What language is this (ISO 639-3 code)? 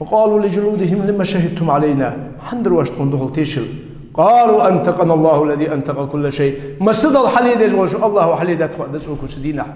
inh